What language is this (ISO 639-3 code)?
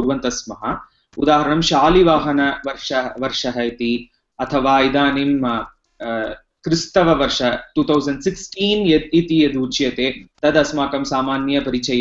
san